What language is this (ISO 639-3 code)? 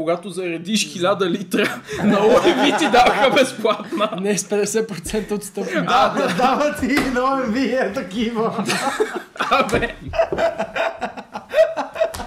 bul